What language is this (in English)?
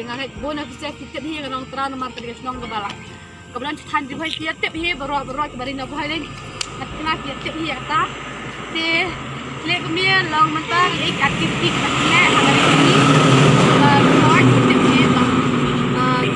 Khasi